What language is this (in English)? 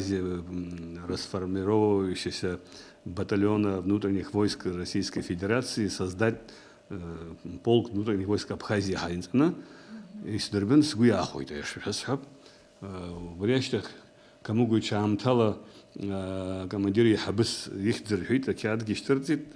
Abkhazian